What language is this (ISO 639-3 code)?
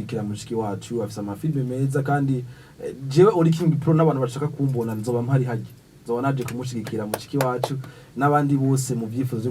run